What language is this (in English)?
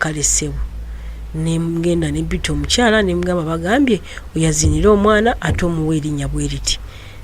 Ganda